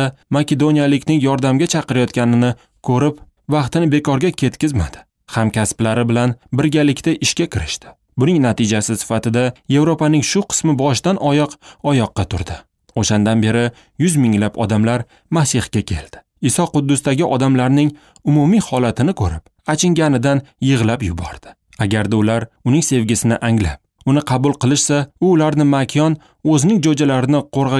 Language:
Uzbek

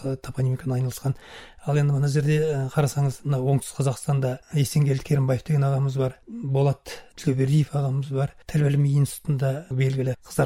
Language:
Kazakh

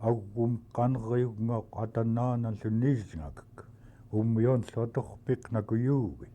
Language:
Central Yupik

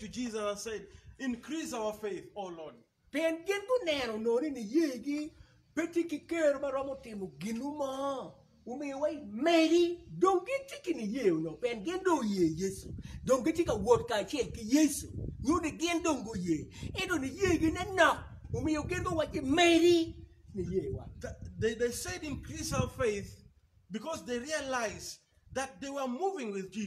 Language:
Acoli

